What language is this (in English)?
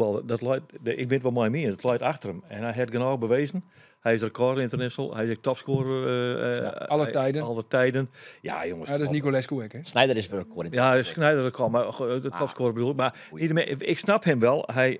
Western Frisian